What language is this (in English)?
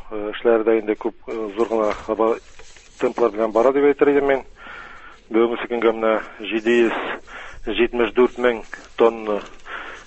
Tatar